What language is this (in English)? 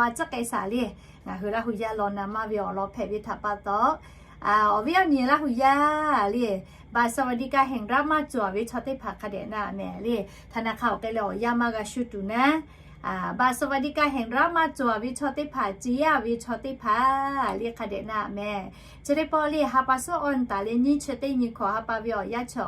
Lahu